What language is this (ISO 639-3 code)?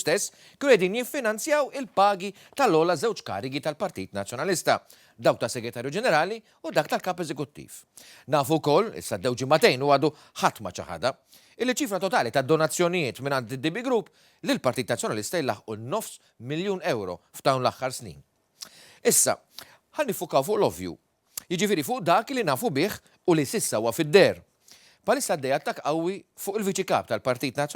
mlt